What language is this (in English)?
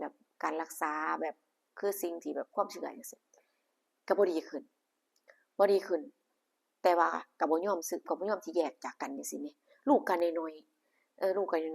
Northeastern Thai